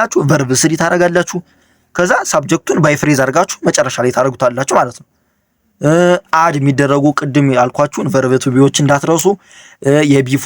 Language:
Amharic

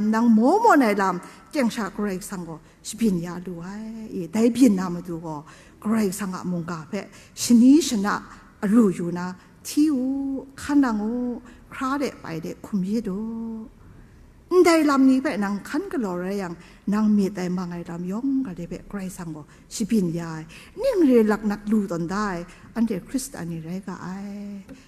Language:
Kachin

